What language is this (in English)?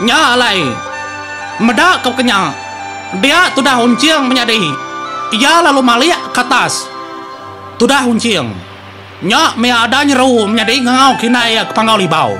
Iban